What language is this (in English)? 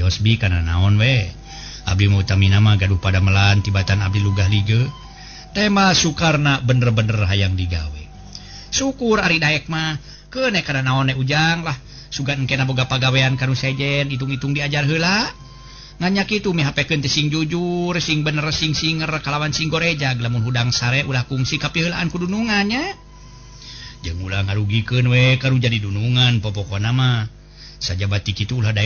Sundanese